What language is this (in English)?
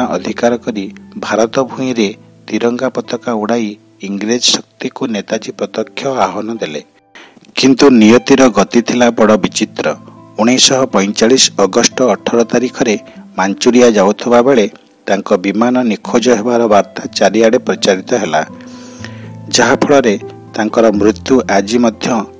Odia